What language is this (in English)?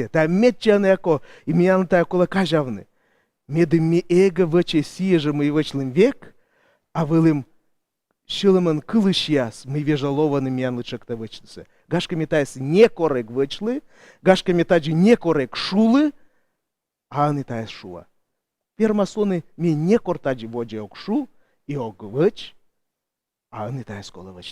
Komi